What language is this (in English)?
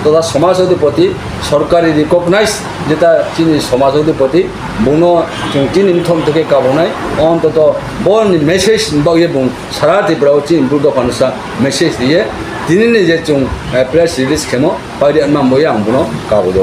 Riang (India)